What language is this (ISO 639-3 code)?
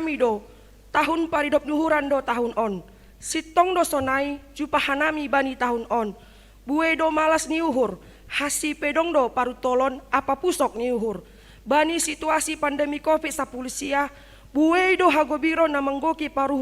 bts